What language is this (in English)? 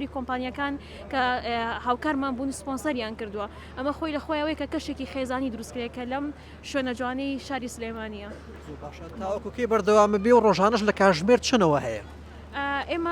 Central Kurdish